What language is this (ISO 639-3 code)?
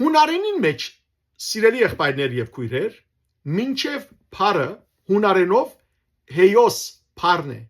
hyw